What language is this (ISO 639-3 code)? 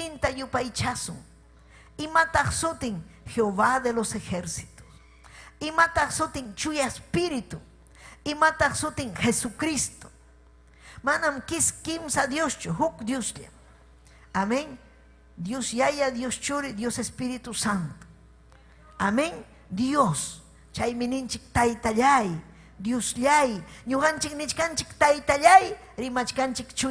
quy